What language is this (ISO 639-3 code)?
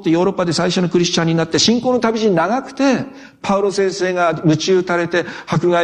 jpn